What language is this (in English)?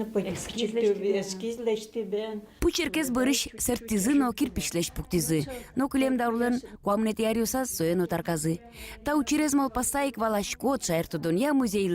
Udmurt